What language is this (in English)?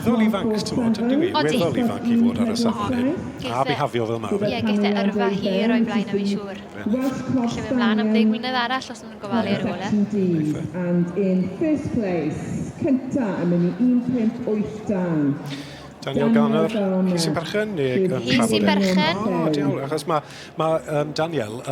Welsh